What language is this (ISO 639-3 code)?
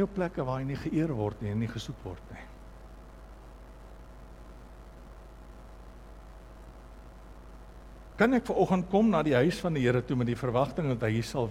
afr